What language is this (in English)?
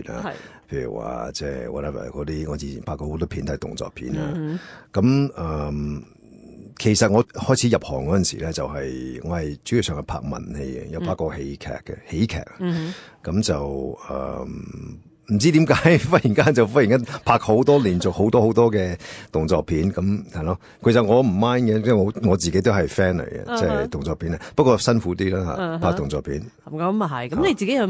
Cantonese